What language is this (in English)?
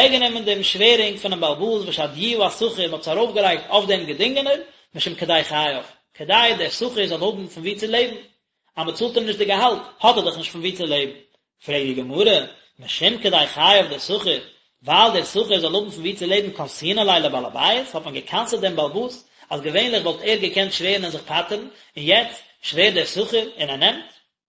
Yiddish